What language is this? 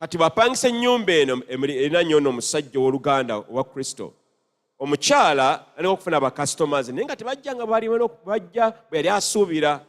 Ganda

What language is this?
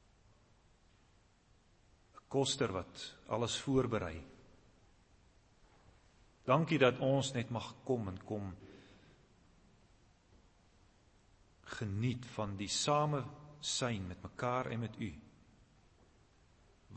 Afrikaans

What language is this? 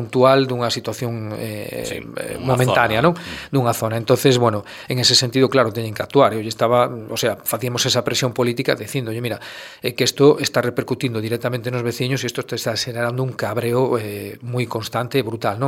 Galician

